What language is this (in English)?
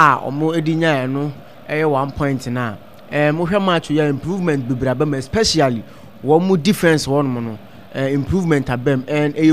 Akan